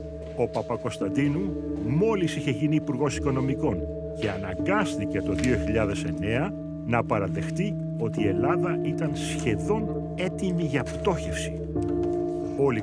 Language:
Greek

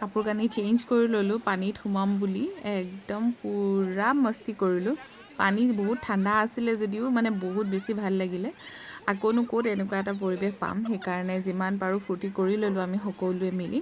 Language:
Assamese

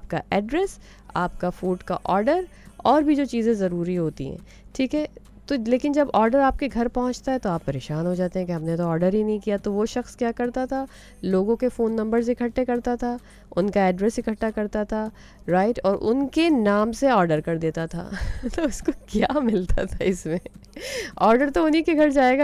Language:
Urdu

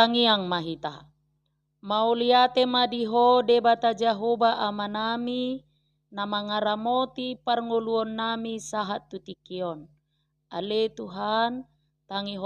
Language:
Batak Toba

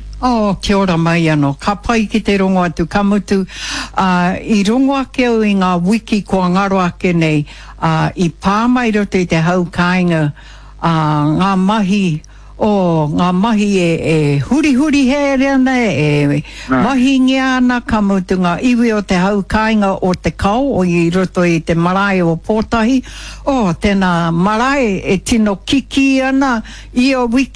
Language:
Māori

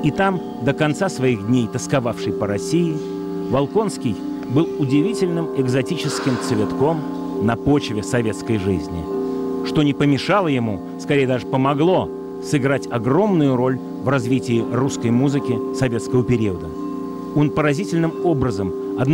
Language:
Russian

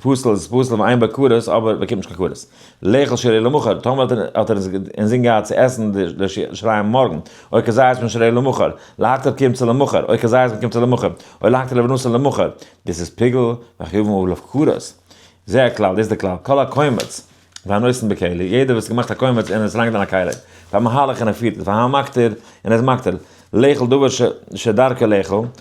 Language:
Yiddish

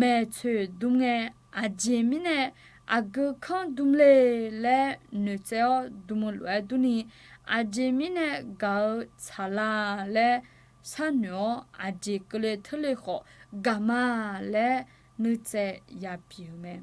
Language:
Akha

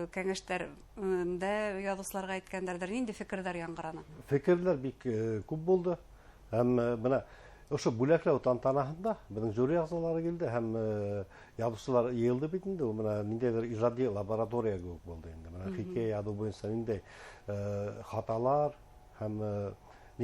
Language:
Bashkir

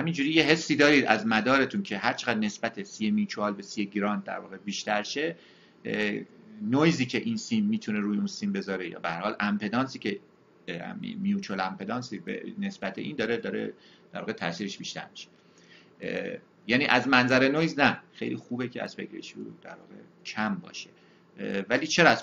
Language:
Persian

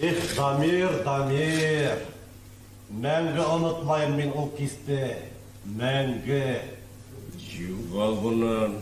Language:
Bashkir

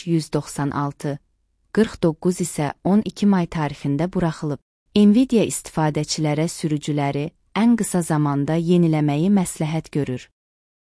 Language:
Azerbaijani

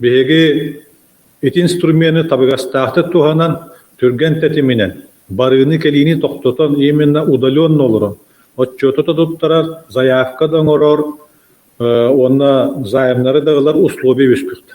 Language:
Yakut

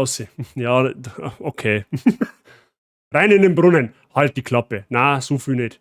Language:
Bavarian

